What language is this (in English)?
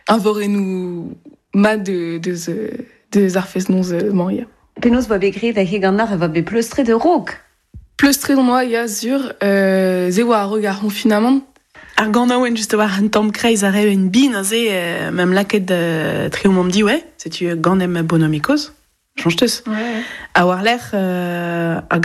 Breton